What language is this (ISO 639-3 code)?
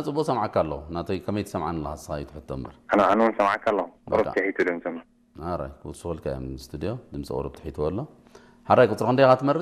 tir